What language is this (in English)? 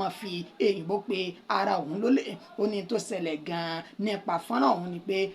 Yoruba